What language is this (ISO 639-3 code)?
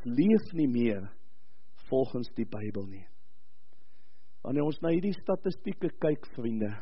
afr